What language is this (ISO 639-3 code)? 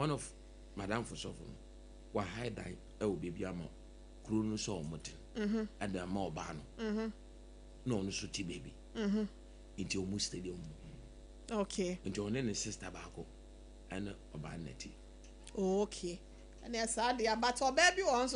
aka